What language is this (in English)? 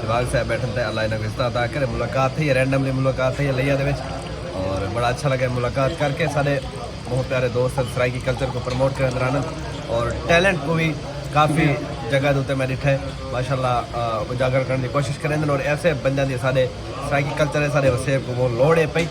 Saraiki